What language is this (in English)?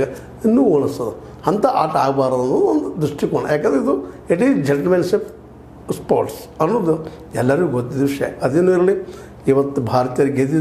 Kannada